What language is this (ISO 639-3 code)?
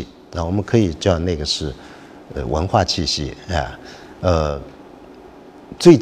zho